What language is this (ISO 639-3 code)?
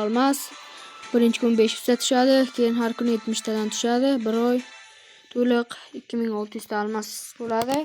uzb